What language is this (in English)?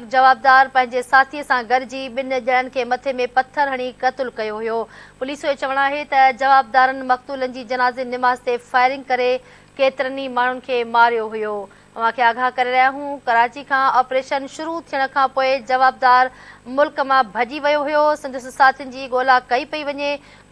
Sindhi